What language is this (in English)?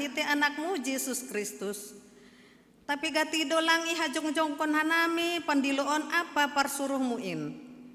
Batak Simalungun